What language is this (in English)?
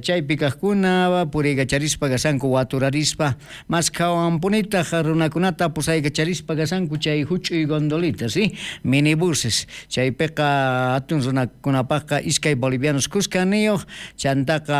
South Bolivian Quechua